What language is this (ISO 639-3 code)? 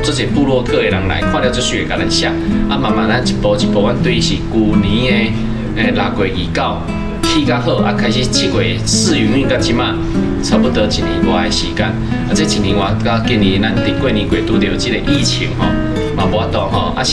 nan